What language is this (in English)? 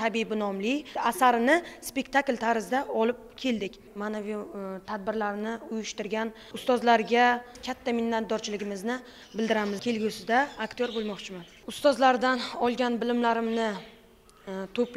Uzbek